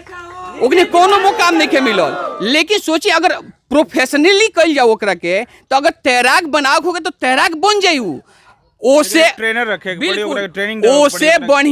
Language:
Bhojpuri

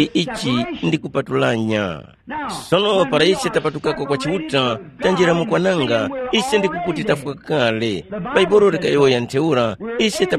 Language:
Tumbuka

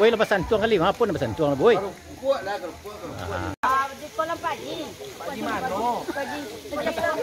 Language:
Minangkabau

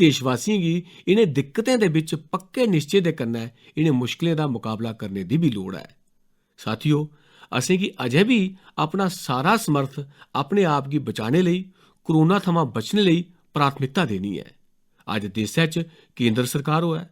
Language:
Dogri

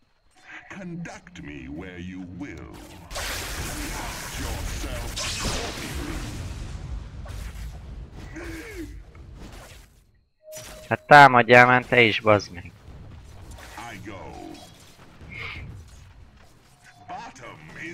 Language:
Hungarian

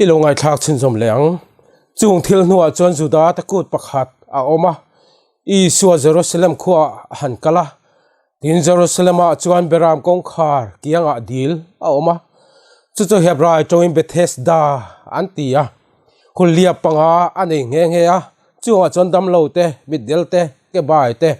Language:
Mizo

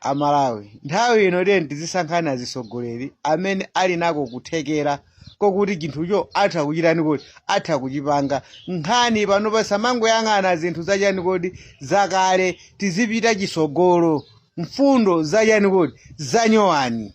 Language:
Nyanja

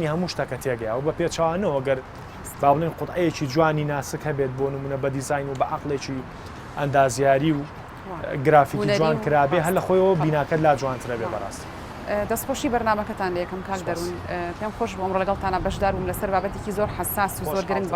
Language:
Central Kurdish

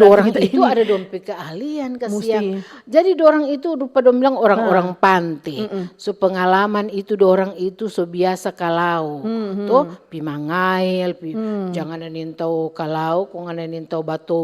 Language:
Manado Malay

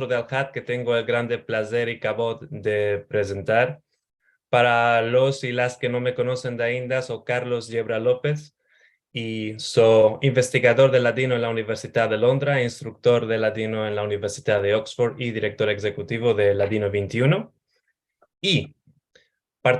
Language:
Ladino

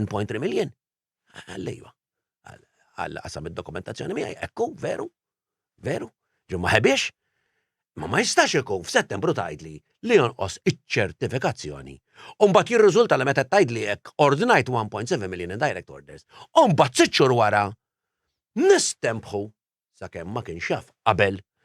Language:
Maltese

